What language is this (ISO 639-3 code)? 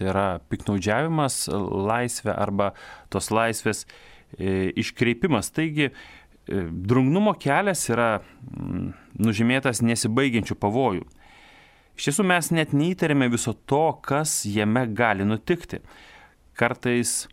lit